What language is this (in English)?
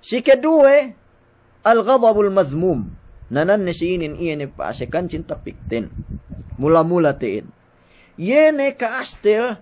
Yakan